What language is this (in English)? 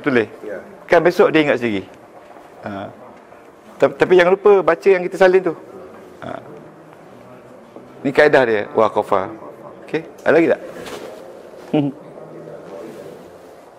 Malay